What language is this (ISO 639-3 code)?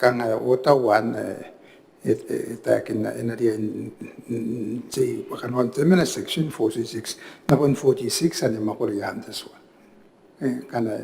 gil